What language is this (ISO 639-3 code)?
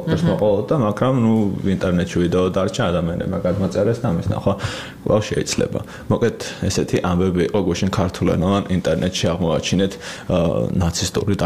kat